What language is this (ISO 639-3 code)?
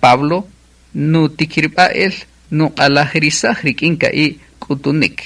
cak